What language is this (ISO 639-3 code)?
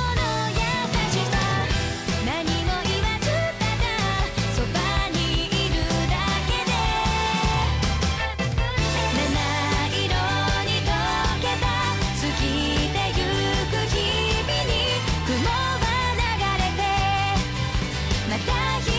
jpn